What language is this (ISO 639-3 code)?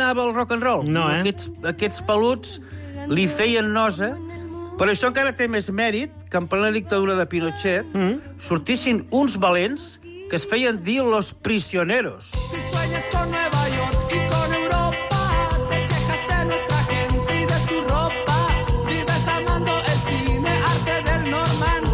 cat